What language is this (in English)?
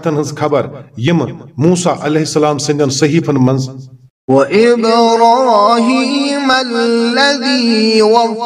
Kashmiri